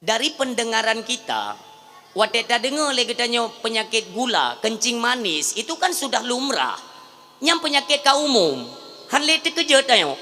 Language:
Achinese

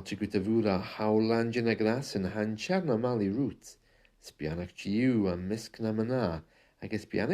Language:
Scottish Gaelic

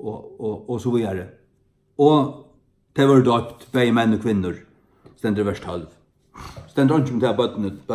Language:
Faroese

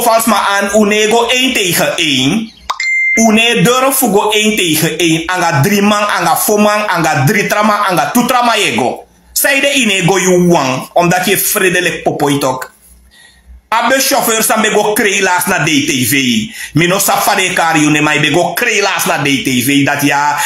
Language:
Sranan Tongo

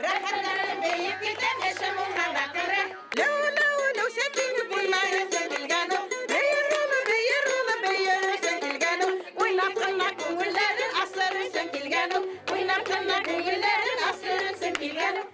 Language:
Bashkir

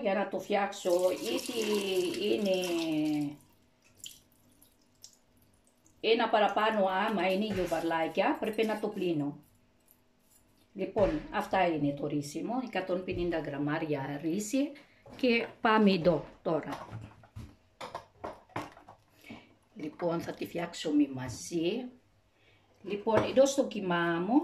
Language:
Greek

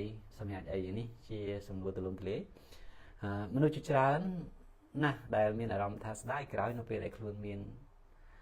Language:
Khmer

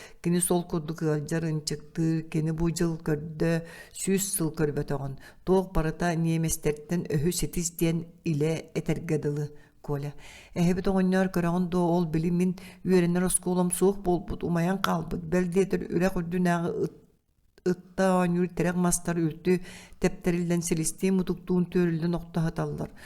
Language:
Yakut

